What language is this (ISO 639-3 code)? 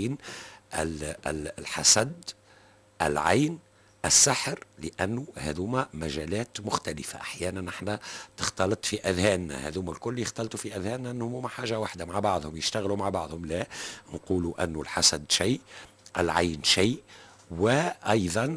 aeb